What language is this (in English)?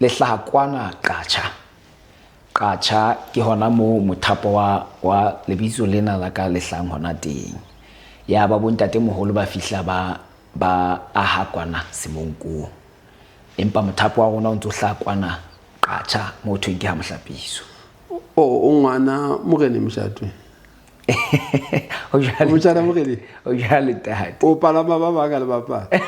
Southern Sotho